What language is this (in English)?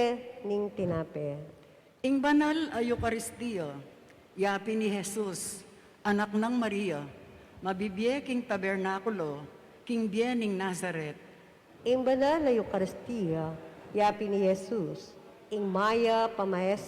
Pampanga